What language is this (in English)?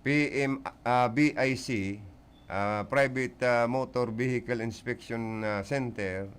Bikol